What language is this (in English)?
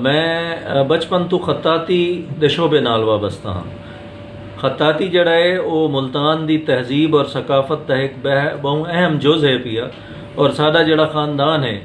Saraiki